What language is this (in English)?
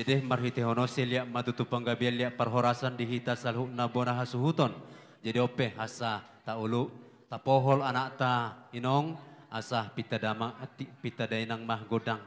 Batak Toba